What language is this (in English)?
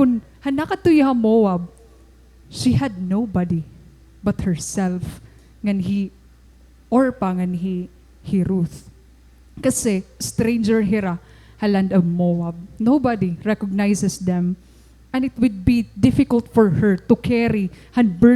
Waray